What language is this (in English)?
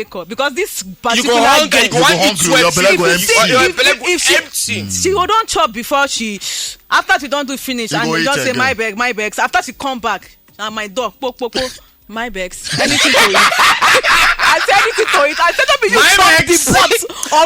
Nigerian Pidgin